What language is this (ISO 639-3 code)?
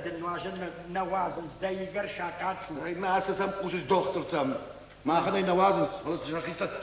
oss